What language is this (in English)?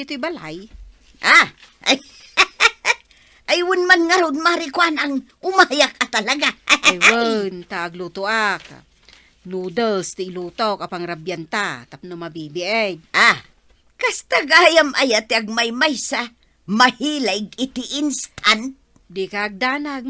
Iloko